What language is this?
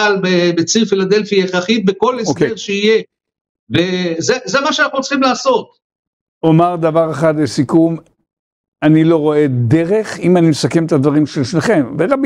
Hebrew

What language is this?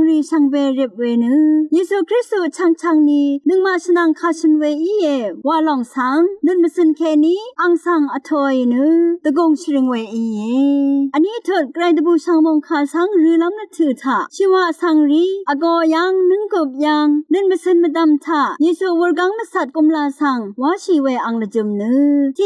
Rawang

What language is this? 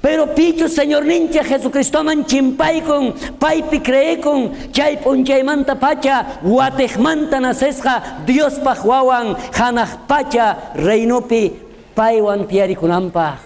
South Bolivian Quechua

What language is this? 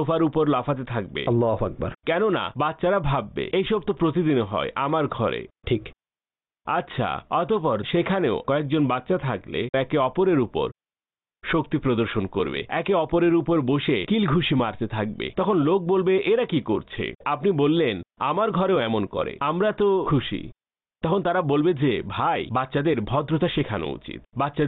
Bangla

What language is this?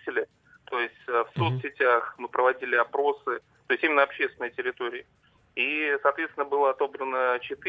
Russian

